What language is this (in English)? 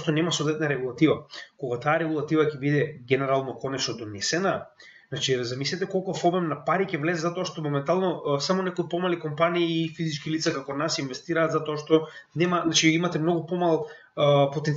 Macedonian